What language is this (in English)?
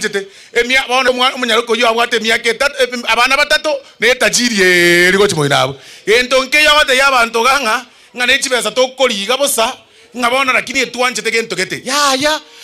Gusii